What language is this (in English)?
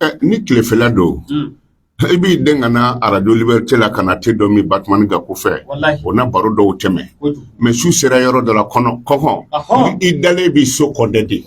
Bambara